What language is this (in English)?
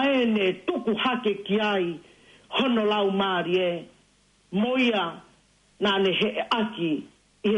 Tongan